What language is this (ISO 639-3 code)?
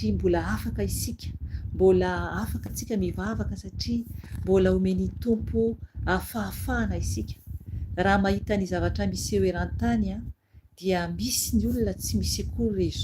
mlg